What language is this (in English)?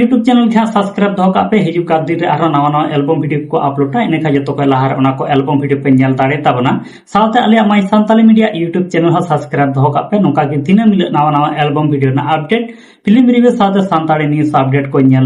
Santali